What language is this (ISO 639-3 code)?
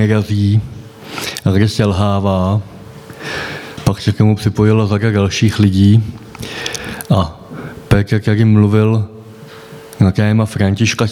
ces